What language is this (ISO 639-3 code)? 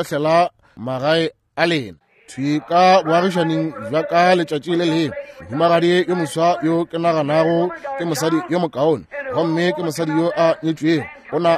nso